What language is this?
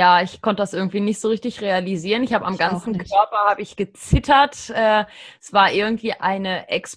German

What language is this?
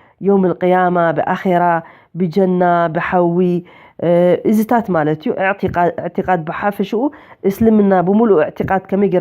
Tigrinya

